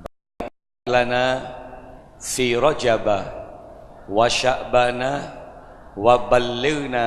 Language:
Madurese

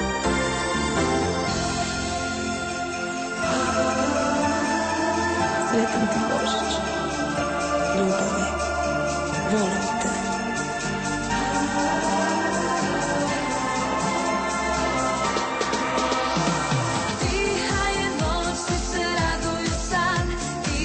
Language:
Croatian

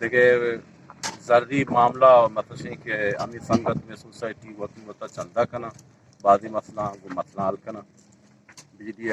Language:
Eastern Balochi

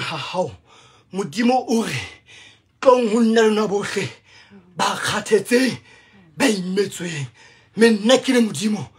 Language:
Southern Sotho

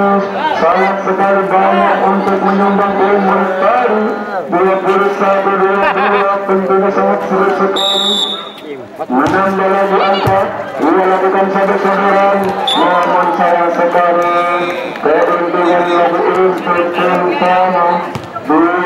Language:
Indonesian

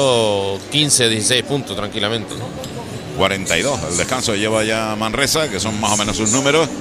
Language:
Spanish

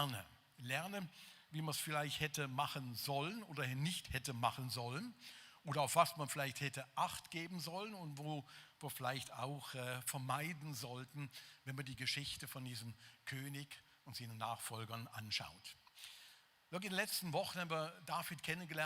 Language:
Swiss German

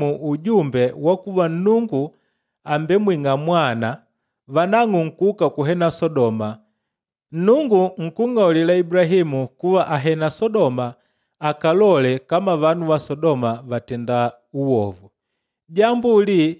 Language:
Makonde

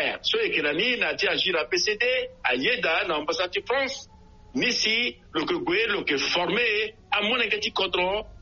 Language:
Sango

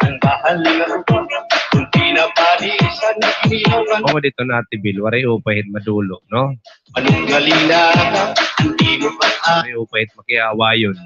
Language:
Waray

